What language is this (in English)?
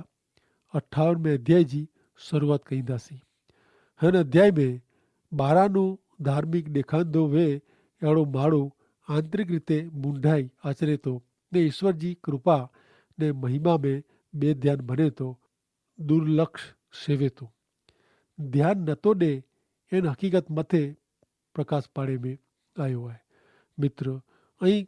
Kachhi